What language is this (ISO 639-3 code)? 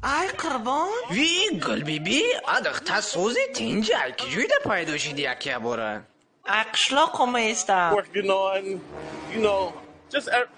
tgk